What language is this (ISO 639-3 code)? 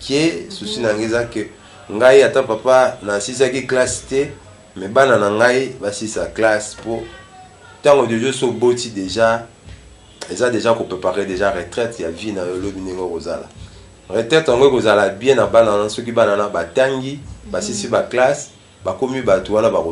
lin